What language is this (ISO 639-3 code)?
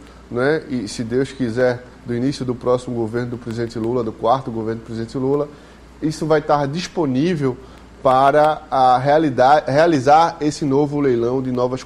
por